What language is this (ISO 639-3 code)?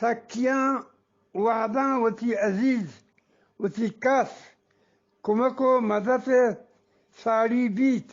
bgp